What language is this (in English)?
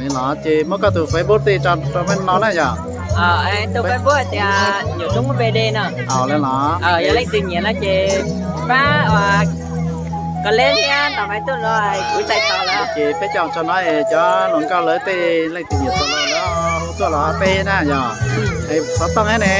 Hmong